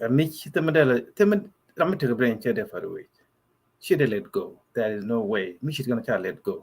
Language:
Nuer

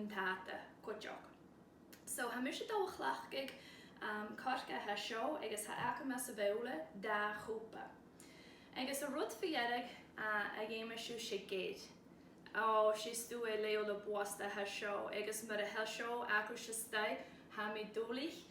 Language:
Scottish Gaelic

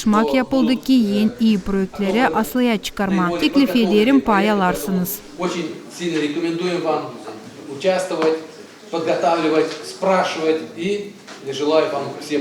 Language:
Gagauz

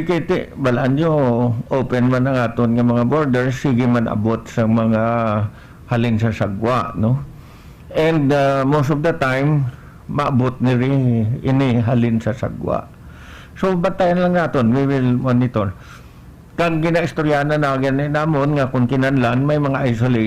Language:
Hiligaynon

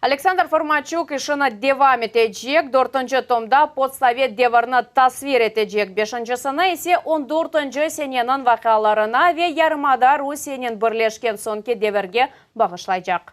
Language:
Crimean Tatar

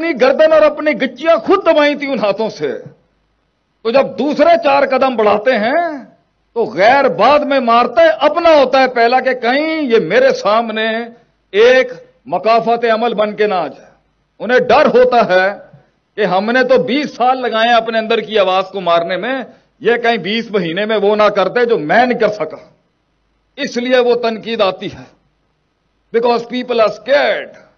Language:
Urdu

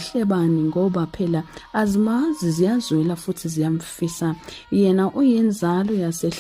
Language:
Zulu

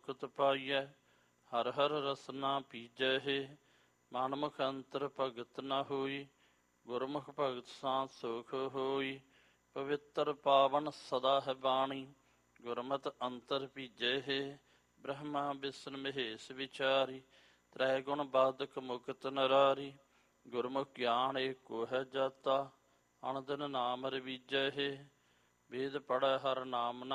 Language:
Punjabi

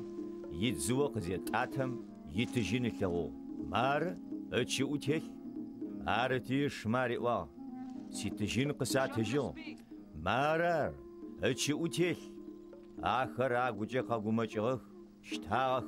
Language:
Adyghe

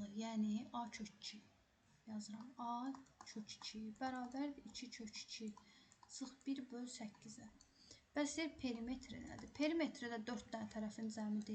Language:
Azerbaijani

